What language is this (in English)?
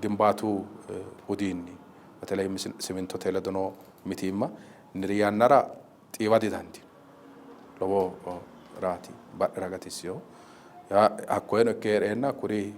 Sidamo